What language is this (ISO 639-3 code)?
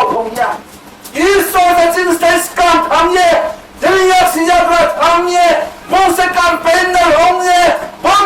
ria